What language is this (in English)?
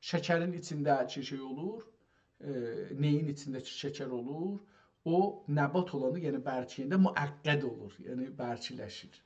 South Azerbaijani